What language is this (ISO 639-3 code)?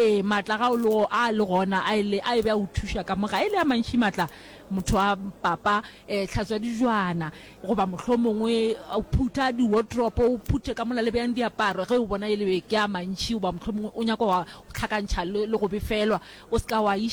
nso